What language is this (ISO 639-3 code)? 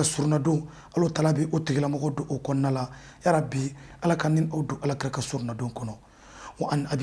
bam